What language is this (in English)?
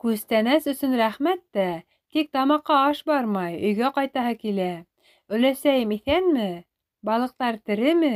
Bashkir